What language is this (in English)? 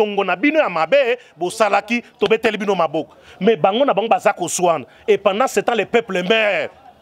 Lingala